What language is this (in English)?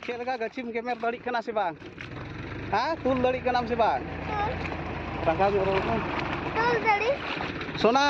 Santali